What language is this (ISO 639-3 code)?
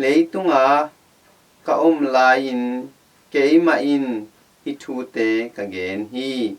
ctd